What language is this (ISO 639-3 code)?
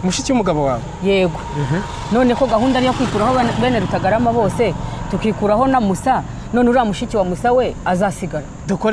kin